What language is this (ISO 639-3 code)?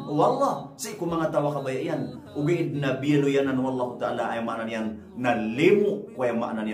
mrw